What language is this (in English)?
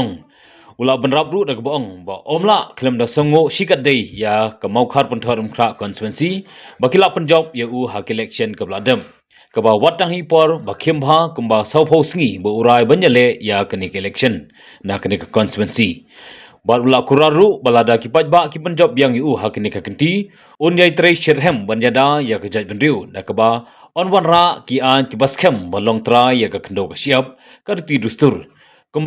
Khasi